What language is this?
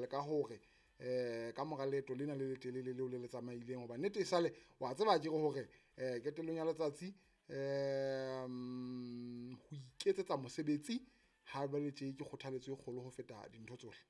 Southern Sotho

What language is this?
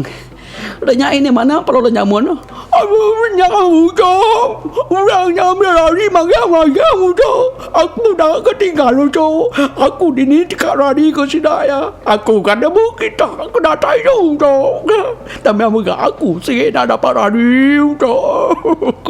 Iban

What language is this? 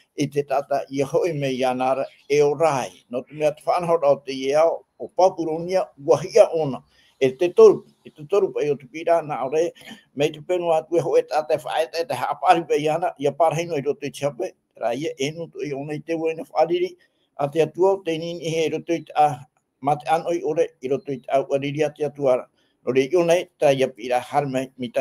Tahitian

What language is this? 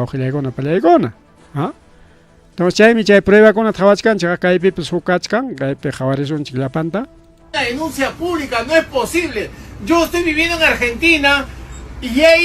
Ayacucho Quechua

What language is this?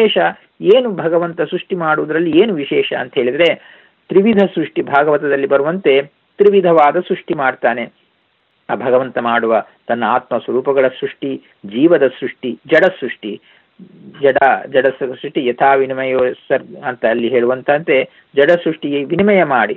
Kannada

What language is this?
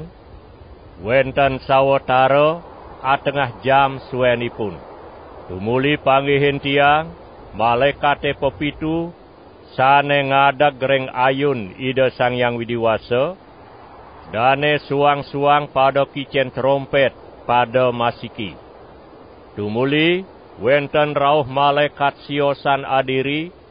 Balinese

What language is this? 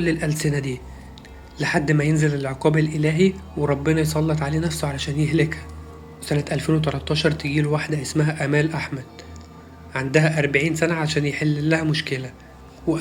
Egyptian Arabic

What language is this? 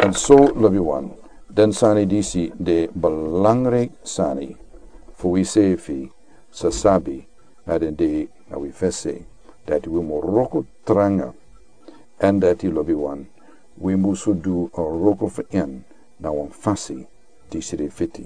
Sranan Tongo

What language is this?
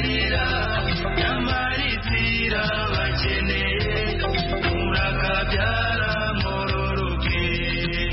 Kinyarwanda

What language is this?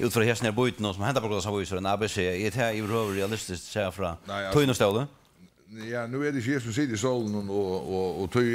Faroese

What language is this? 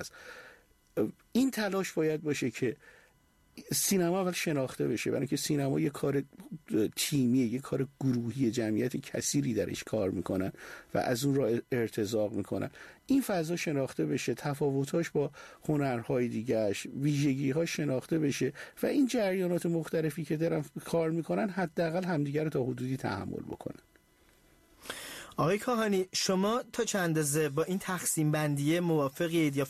Persian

